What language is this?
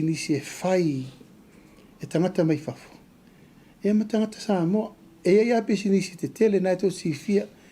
Samoan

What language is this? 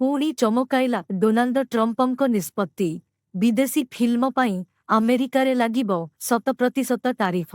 Odia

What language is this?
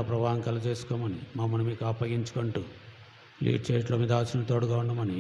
Telugu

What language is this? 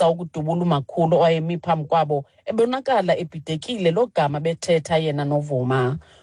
Xhosa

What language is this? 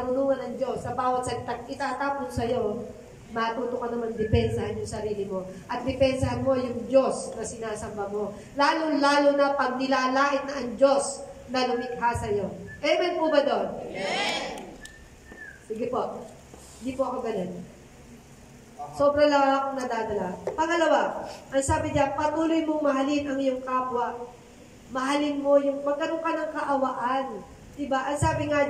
Filipino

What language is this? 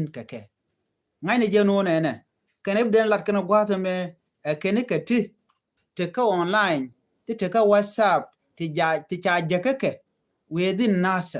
Nuer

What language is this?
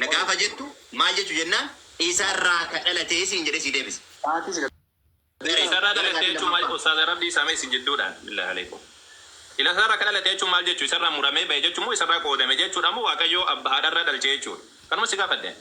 Oromo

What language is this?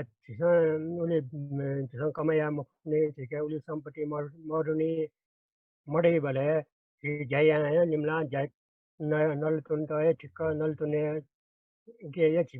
Newari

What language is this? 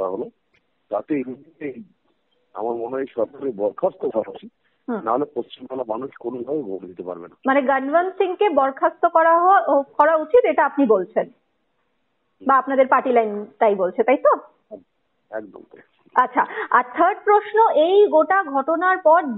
Bangla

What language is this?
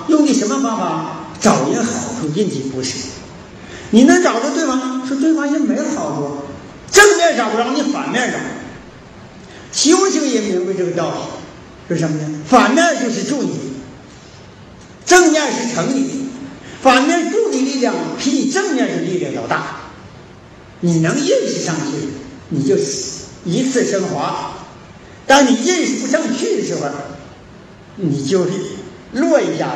Chinese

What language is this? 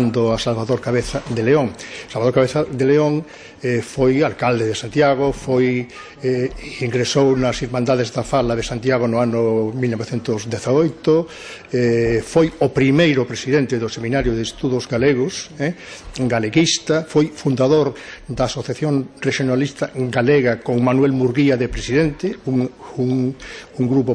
Galician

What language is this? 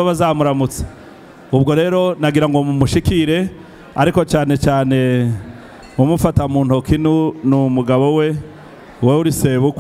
Kinyarwanda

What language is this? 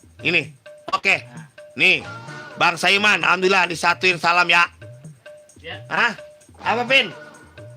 Betawi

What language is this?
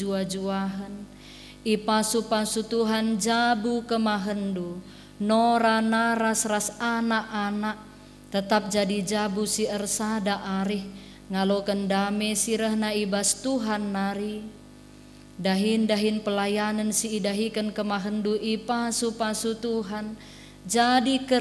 Batak Karo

